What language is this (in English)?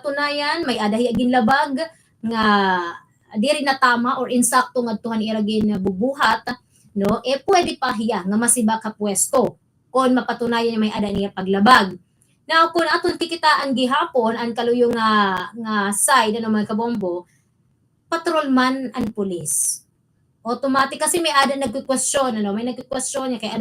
Waray